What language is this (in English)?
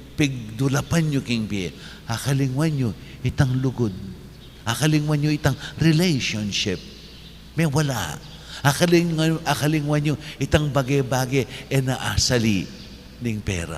Pampanga